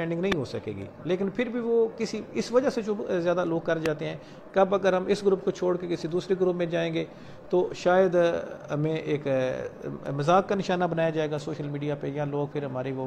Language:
Urdu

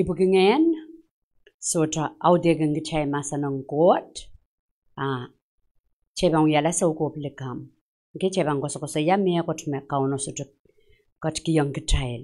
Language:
Pohnpeian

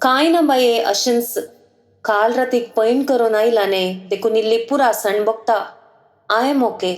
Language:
Konkani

